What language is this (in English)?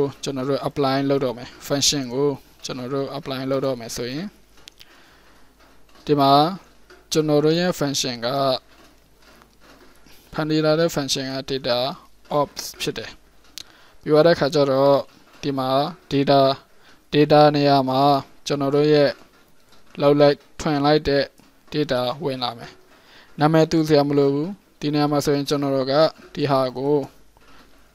Burmese